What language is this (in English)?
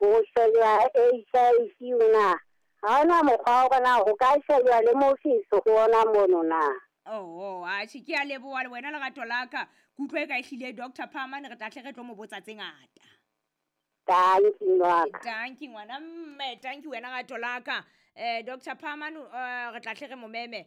Southern Sotho